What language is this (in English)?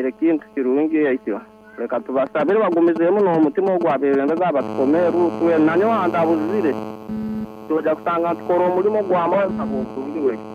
Nyoro